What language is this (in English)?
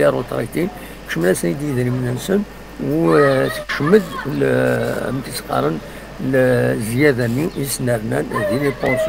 Kabyle